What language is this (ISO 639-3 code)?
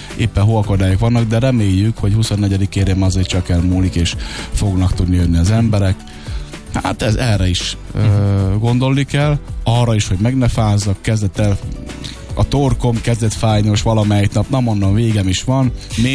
hun